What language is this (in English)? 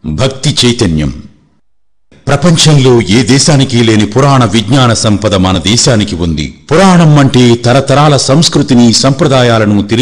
Telugu